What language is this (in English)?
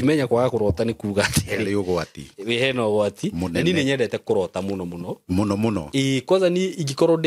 Kikuyu